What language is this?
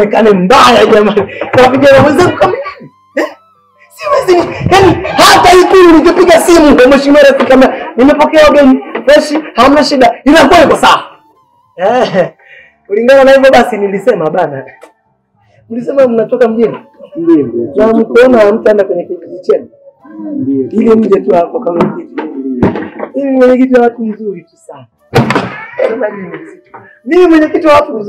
Swahili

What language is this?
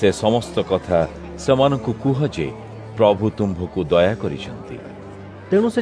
Odia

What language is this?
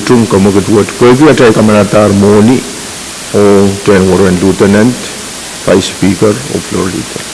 Pohnpeian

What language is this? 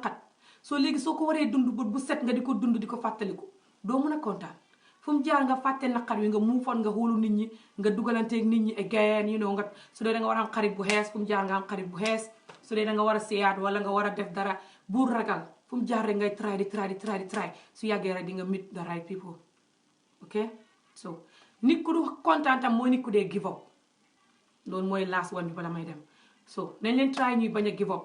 Wolof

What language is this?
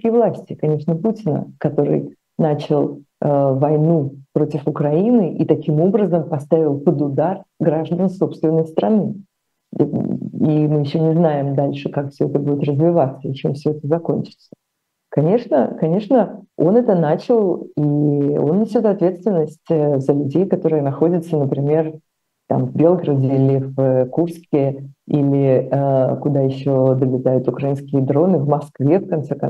Russian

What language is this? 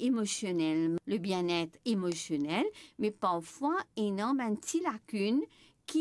Morisyen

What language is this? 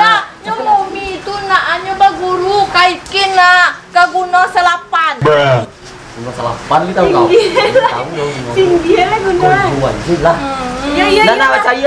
Minangkabau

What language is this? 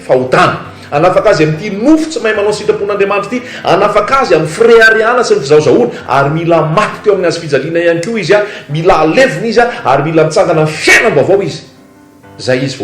Malagasy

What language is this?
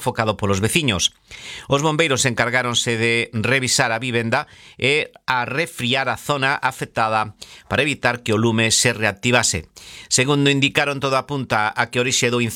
Galician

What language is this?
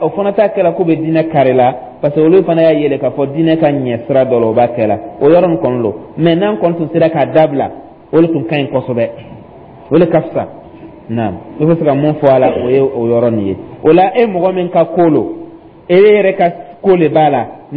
Dyula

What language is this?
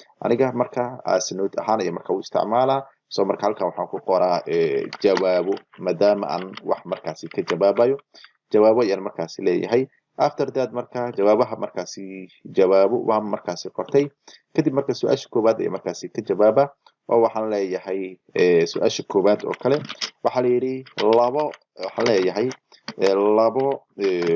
Somali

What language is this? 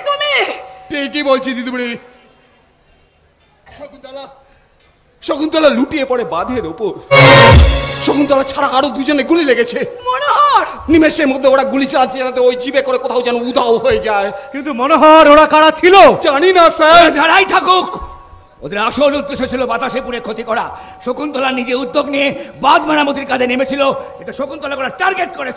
Bangla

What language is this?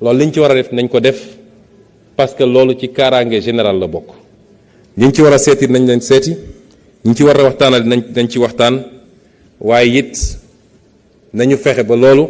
Wolof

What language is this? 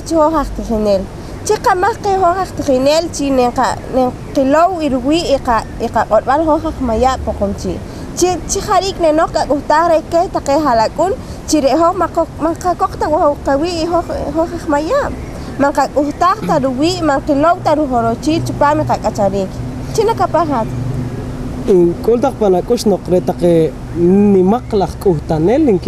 Poqomchi'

